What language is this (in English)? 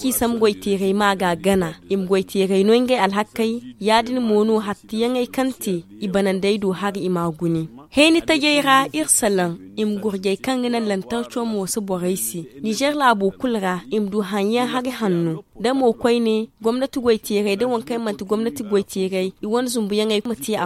Zarma